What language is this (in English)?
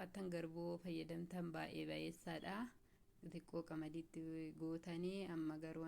Oromo